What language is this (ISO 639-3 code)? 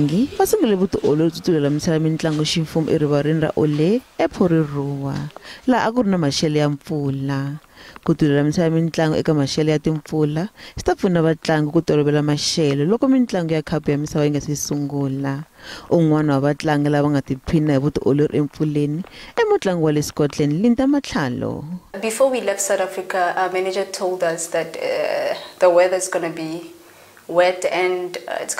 tso